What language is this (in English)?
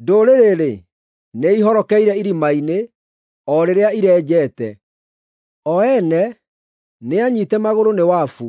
Kikuyu